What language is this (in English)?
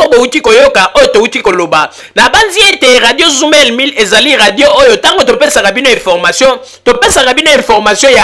Lingala